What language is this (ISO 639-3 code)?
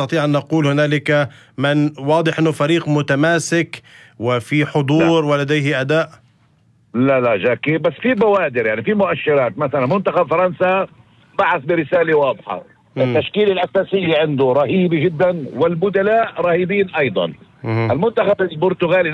apc